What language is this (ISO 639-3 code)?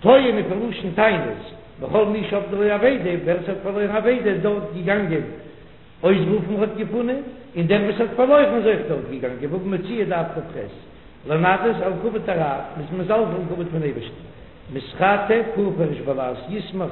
yid